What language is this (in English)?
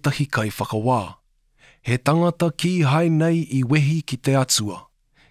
Māori